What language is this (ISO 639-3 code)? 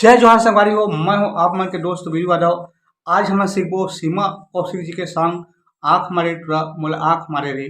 hne